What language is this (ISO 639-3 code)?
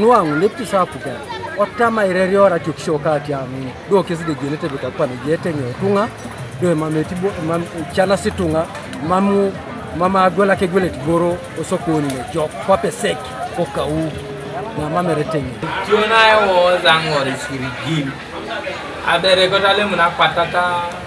teo